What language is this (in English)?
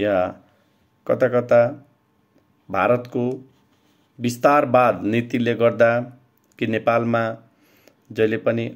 Nepali